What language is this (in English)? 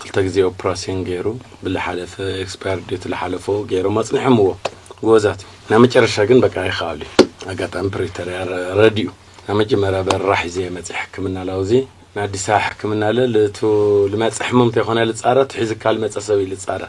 Tigrinya